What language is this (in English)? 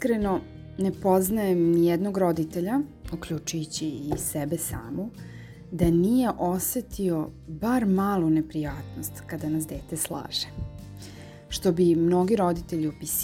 Serbian